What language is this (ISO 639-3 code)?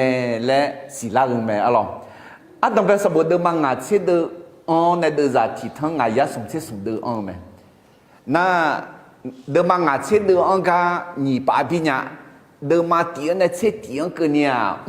ahk